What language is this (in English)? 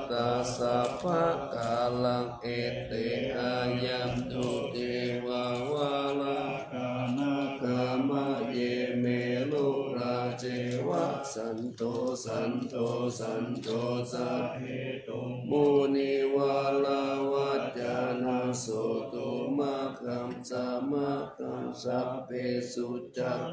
Pali